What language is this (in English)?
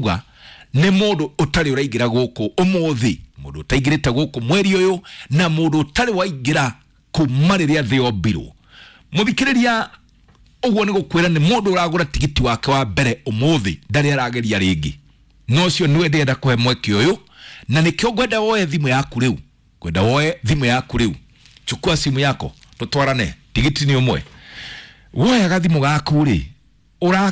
Kikuyu